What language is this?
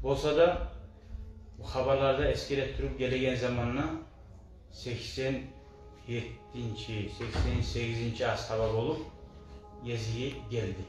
Kumyk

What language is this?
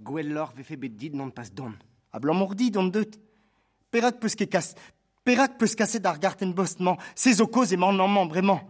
Breton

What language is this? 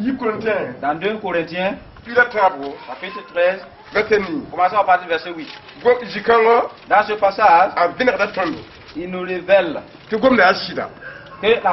Mossi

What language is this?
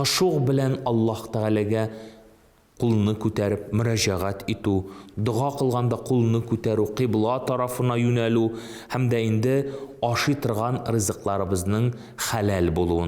Tatar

